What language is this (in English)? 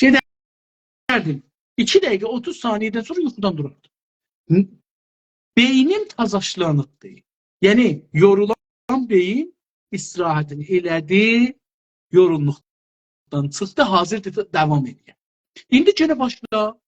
South Azerbaijani